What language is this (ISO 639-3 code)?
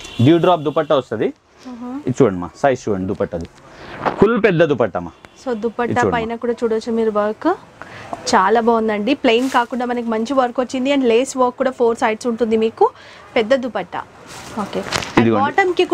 tel